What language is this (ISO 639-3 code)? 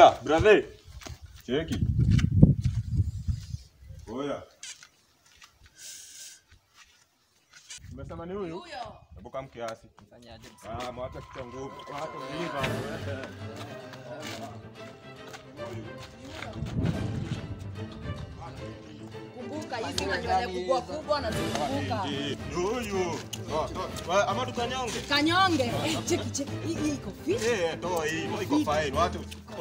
swa